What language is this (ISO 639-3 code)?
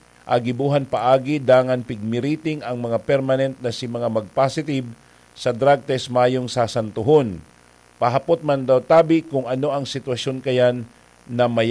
bik